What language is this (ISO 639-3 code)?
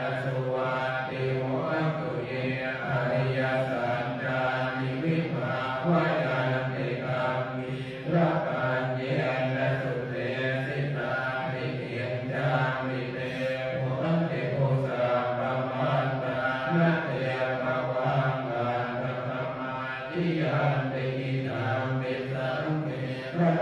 pli